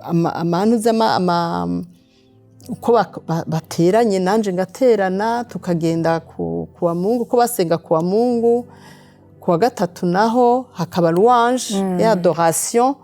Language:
Rundi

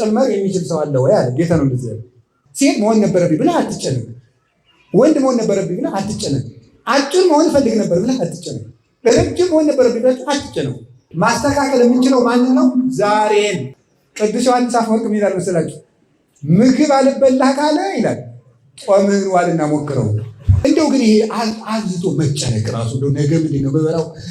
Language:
Amharic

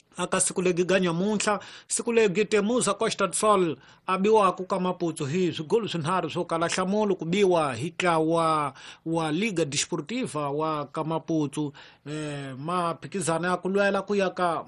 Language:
Tsonga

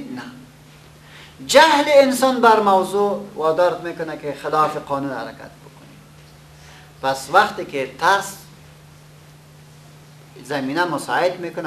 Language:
Persian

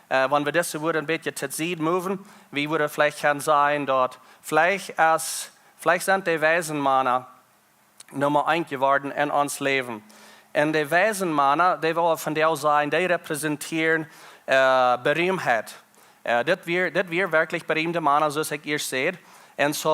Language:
Plautdietsch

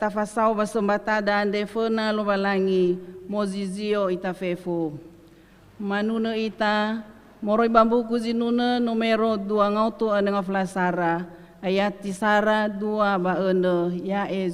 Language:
Nias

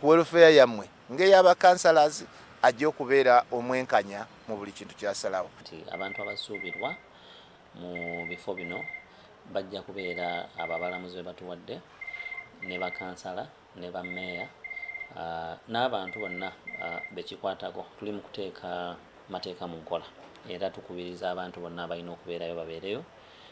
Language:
Ganda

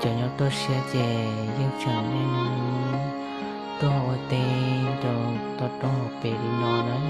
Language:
Hmong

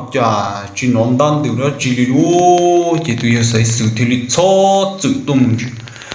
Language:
Hmong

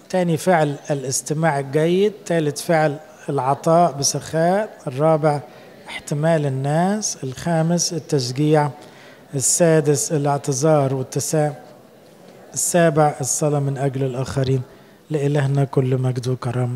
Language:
Egyptian Arabic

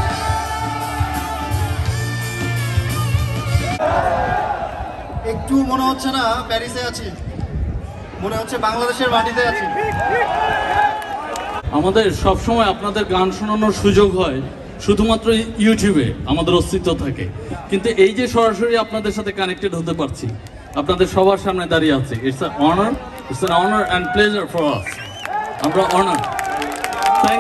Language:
Bangla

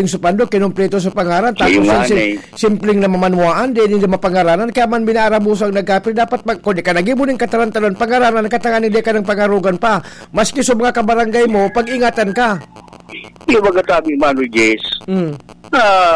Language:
Bikol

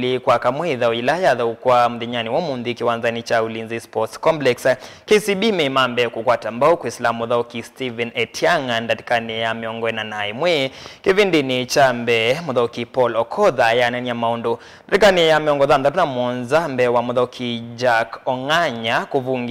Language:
Kamba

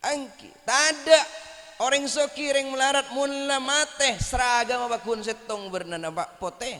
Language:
Madurese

